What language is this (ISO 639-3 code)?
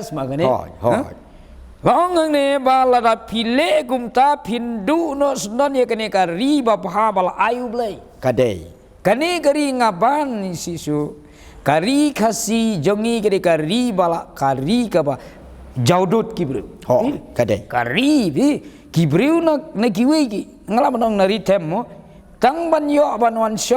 kha